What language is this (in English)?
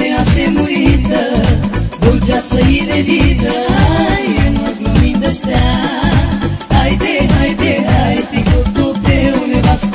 Romanian